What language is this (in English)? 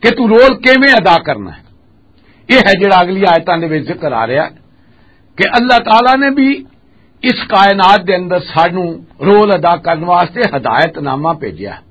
Western Panjabi